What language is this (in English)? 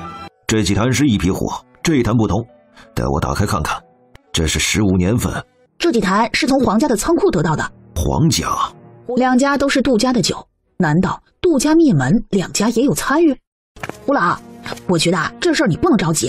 Chinese